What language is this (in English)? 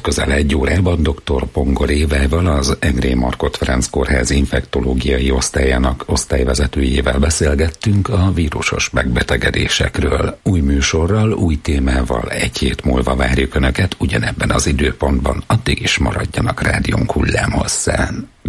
Hungarian